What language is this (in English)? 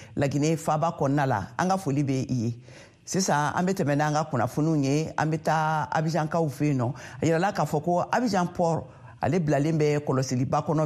Bambara